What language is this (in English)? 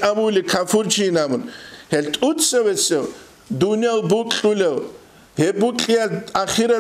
Avaric